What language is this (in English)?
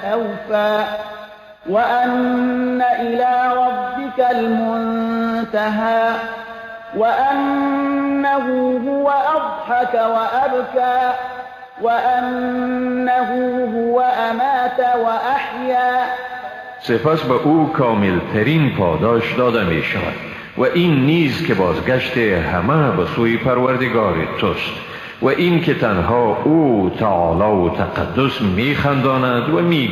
Persian